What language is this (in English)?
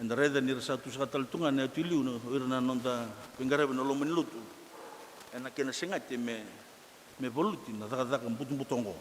Fijian